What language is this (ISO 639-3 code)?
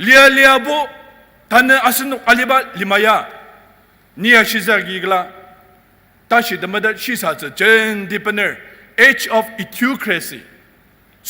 njo